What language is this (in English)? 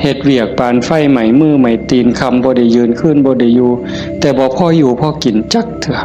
Northeastern Thai